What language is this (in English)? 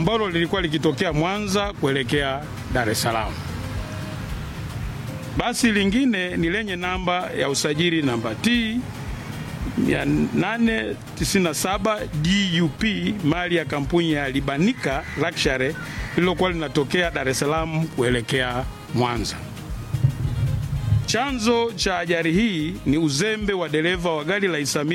Swahili